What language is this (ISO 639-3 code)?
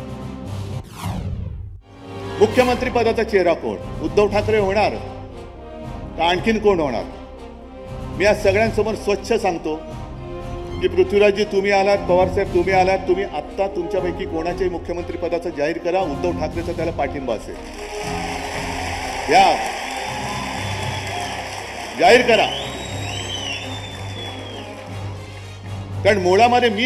mar